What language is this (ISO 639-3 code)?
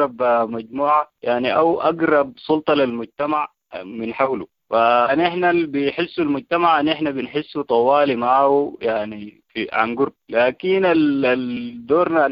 apd